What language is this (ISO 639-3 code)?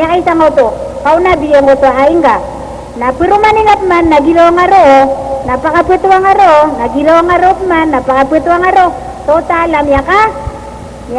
mrw